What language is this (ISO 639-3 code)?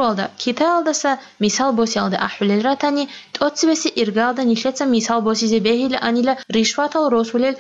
ava